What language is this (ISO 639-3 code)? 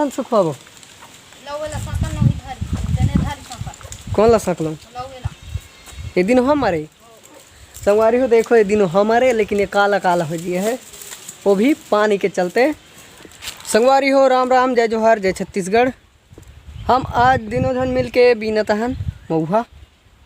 hne